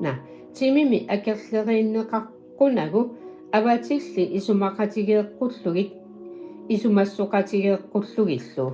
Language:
Kalaallisut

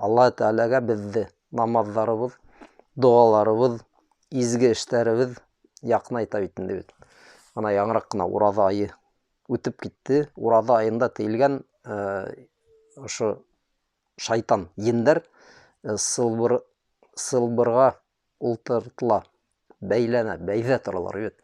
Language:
Bashkir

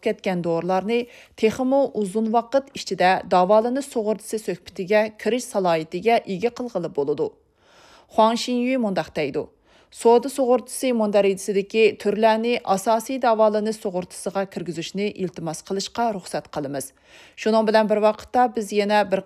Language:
Uyghur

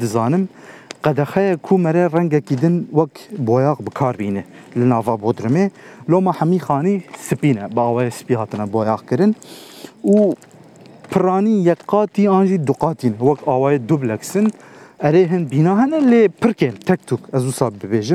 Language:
Kurdish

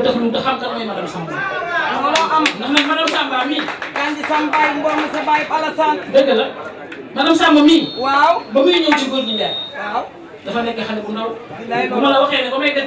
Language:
Wolof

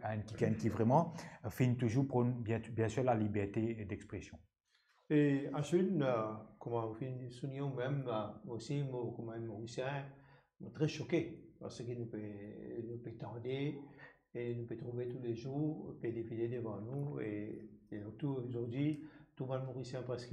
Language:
Morisyen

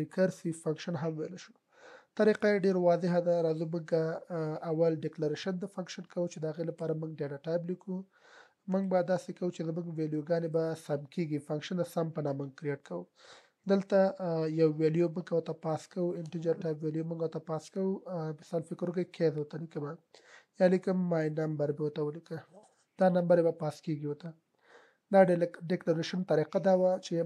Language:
Pashto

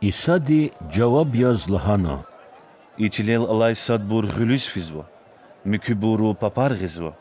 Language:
Lezghian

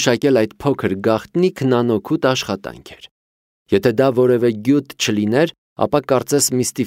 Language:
Armenian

